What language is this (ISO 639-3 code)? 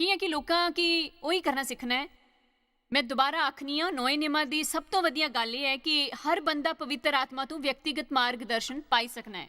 doi